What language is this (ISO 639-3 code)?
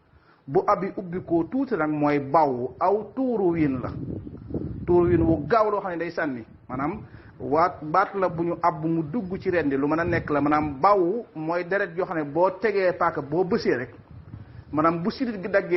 wol